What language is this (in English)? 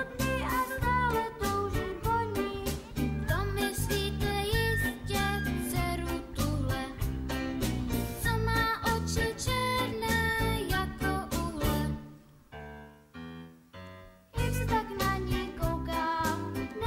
Czech